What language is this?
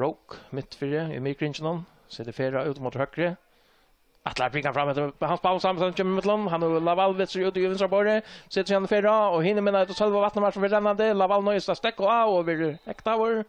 Faroese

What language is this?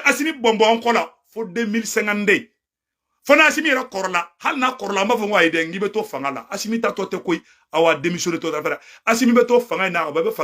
Bambara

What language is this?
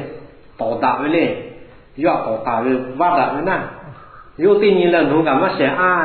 Lahu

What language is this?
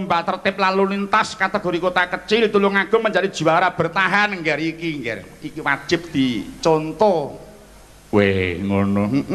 Javanese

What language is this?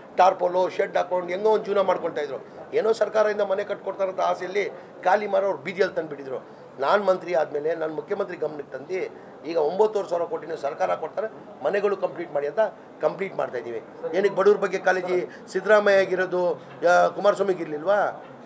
Kannada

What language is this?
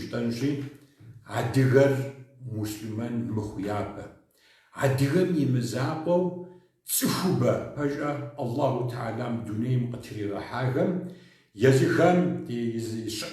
Kabardian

